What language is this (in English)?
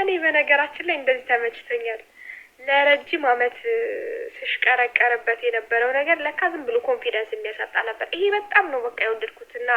Amharic